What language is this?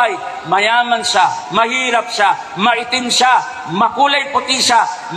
Maranao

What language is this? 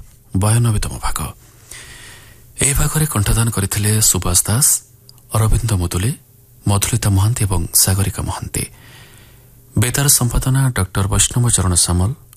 Odia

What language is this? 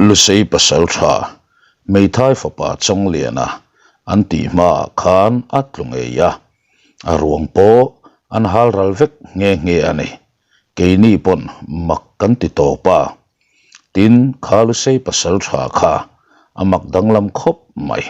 Mizo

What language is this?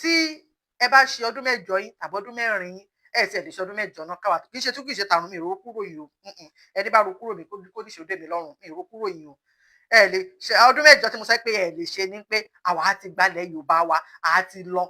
Yoruba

